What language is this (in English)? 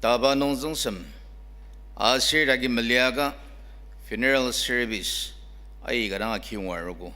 Ao Naga